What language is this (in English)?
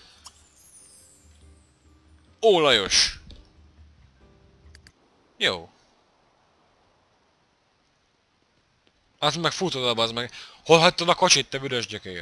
Hungarian